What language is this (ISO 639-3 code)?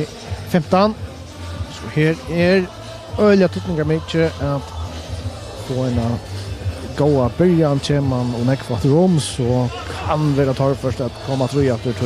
fao